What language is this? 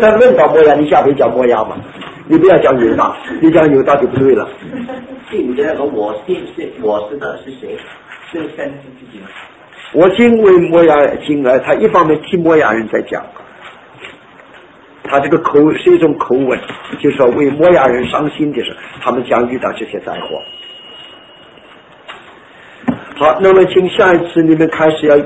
Chinese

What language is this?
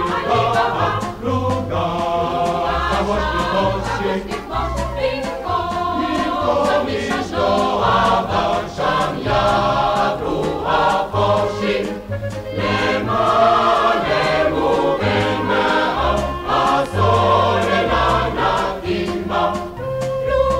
Hebrew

